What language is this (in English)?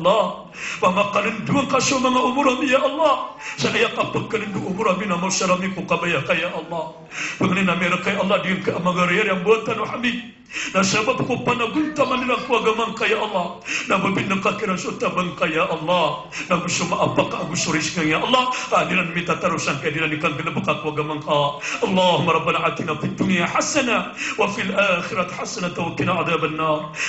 Maranao